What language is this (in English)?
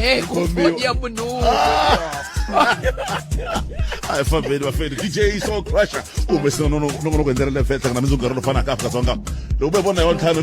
Tsonga